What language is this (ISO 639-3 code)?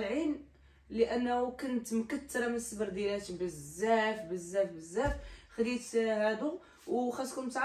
ary